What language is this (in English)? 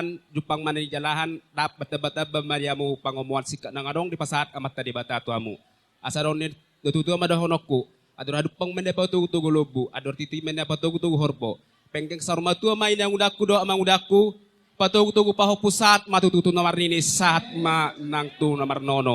Batak Toba